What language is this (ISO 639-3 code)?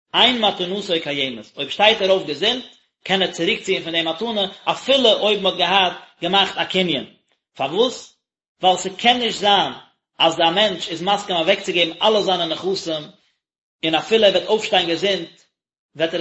yid